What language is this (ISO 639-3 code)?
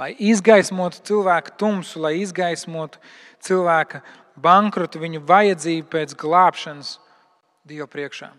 lav